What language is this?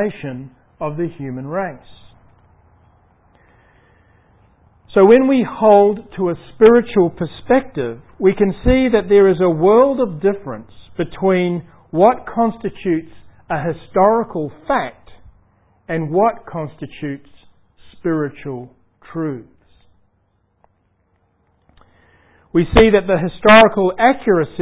English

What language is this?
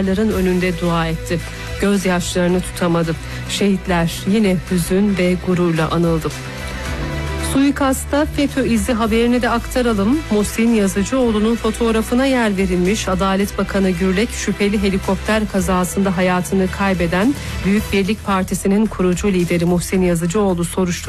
Turkish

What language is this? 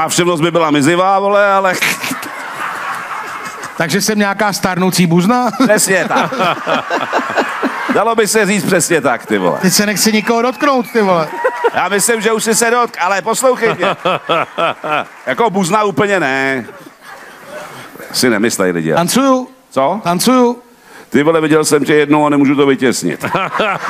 Czech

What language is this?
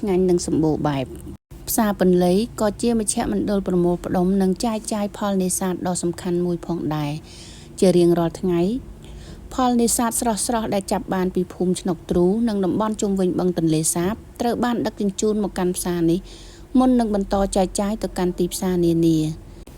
Khmer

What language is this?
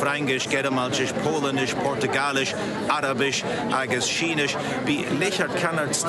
Scottish Gaelic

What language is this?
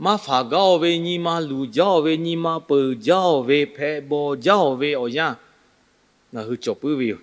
Lahu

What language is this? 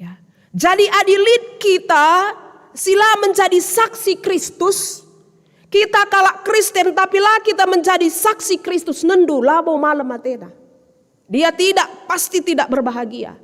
Batak Karo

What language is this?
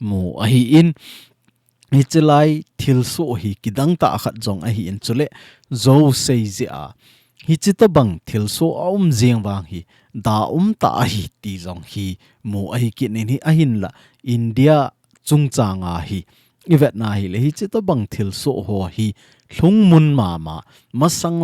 Thado Chin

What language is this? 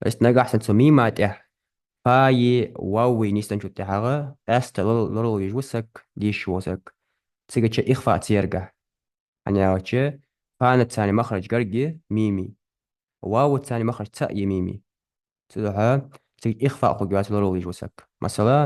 Ingush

